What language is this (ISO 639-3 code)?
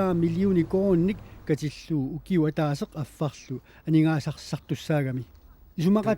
kal